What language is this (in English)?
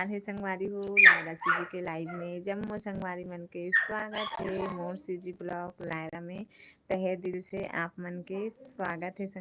Chhattisgarhi